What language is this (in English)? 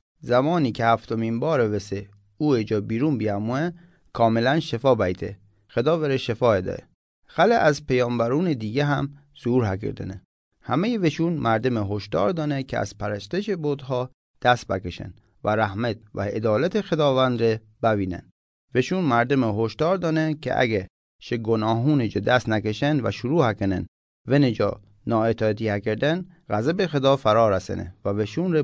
Mazanderani